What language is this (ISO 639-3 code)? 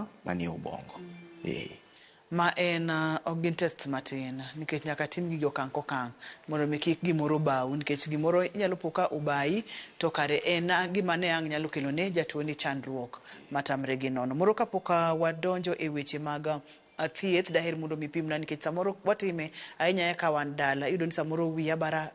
luo